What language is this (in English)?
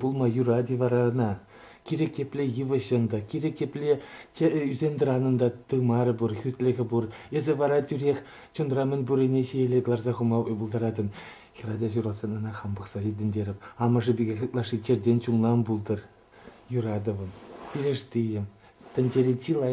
Chuvash